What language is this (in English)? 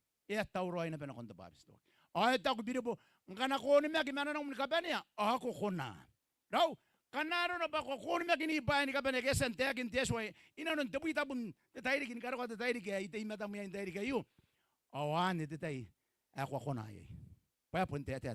Gilbertese